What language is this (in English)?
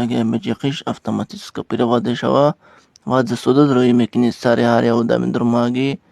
Tajik